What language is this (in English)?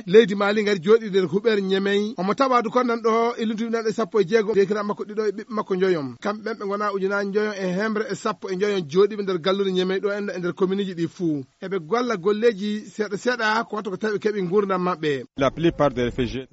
Fula